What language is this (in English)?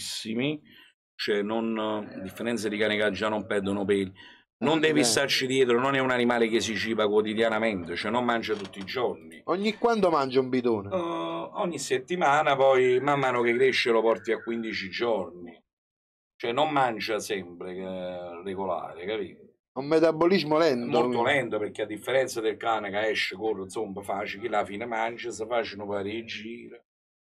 Italian